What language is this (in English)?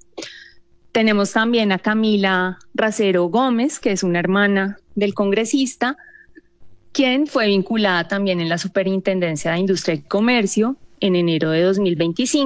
Spanish